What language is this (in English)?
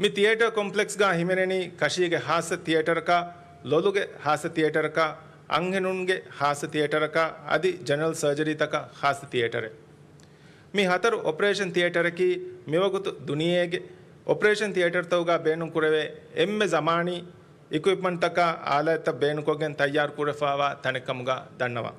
Divehi